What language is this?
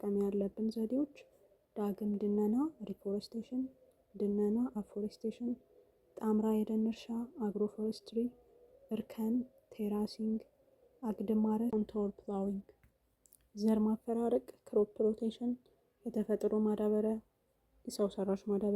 Amharic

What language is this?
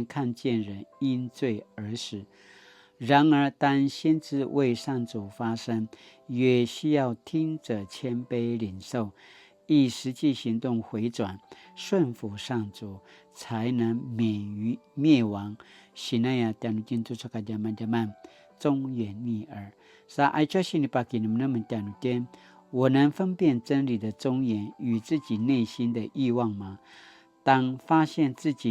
Paiwan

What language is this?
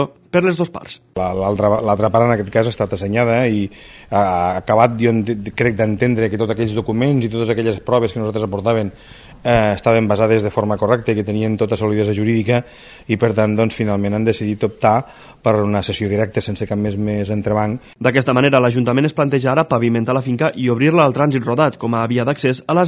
Catalan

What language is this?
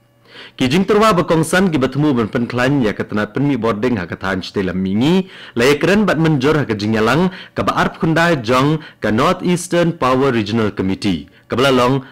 Khasi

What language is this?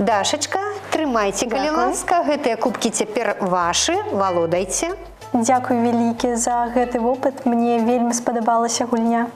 Belarusian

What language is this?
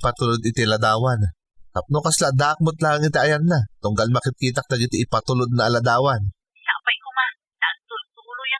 Iloko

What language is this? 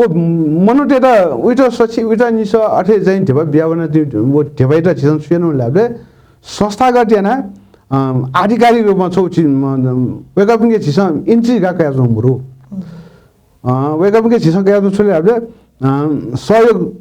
Newari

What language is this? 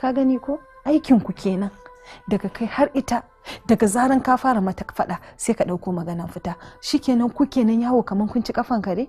Hausa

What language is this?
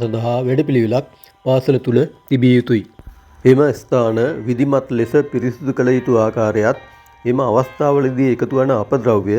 Sinhala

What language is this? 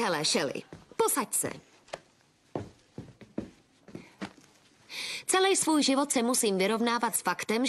Czech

